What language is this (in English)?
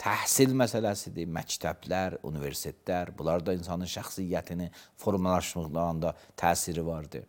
Azerbaijani